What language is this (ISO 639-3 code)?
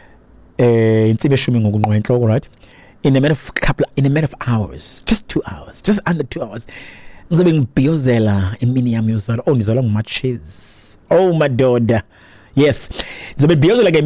xho